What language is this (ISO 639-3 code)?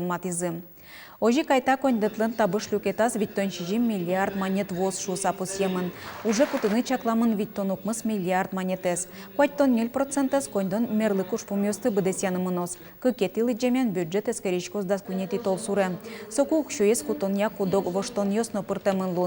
udm